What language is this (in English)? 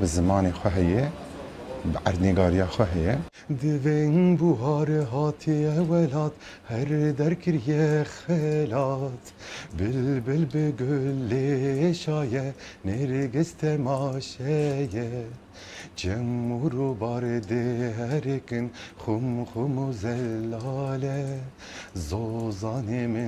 Kurdish